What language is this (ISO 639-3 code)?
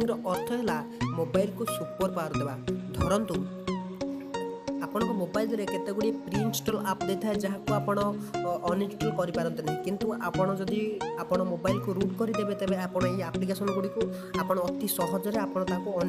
ori